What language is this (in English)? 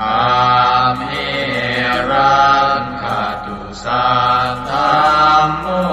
Pali